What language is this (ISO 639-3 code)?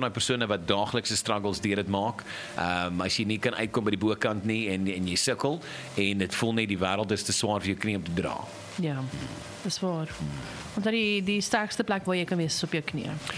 afr